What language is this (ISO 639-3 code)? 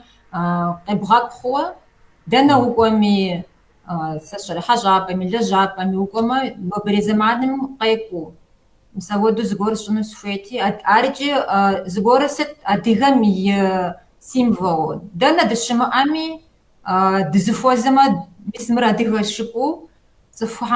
kbd